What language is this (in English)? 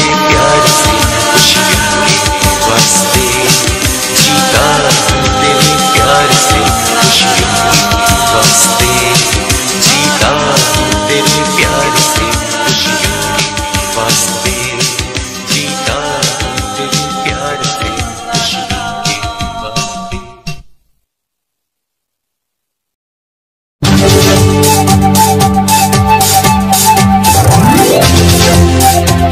Hindi